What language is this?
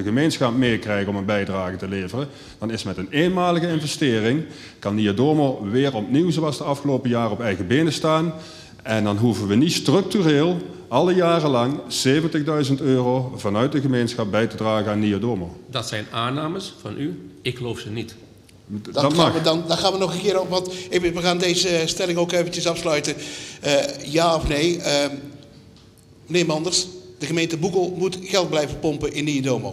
Dutch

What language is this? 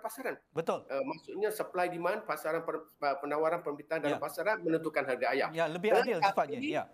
Malay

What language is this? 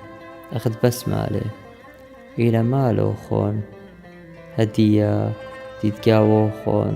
Assyrian Neo-Aramaic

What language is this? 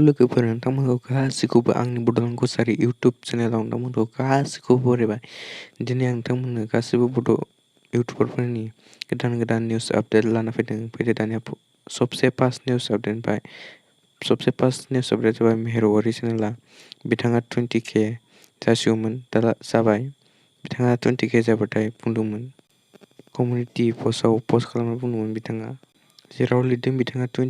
Bodo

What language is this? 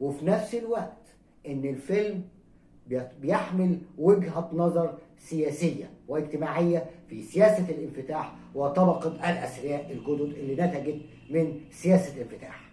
Egyptian Arabic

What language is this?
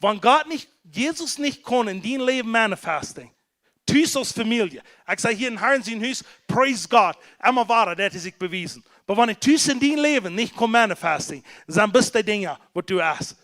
Plautdietsch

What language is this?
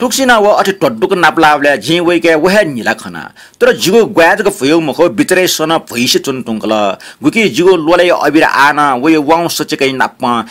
Newari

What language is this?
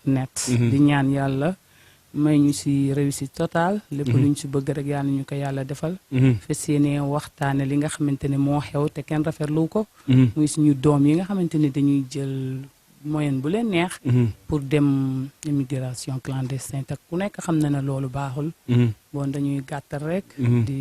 Wolof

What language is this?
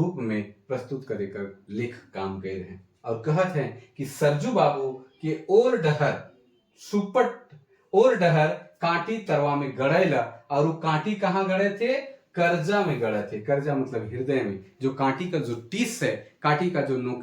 Sadri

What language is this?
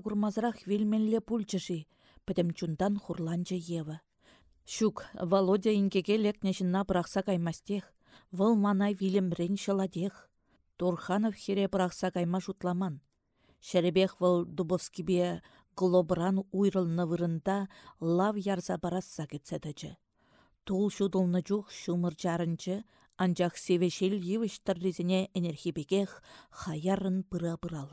Chuvash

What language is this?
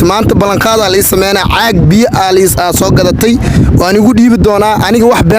Somali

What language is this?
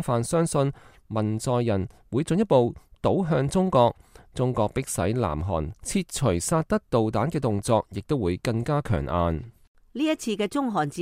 Cantonese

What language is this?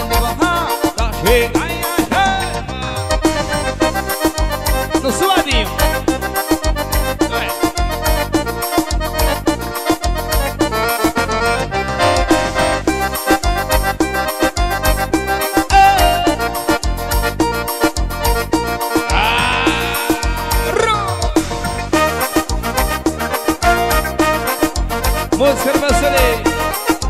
Portuguese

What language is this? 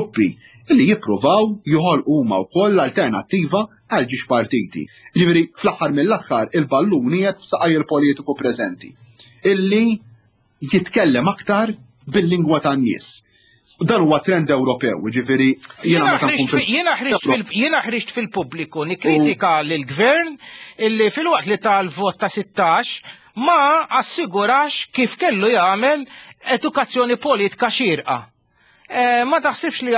Maltese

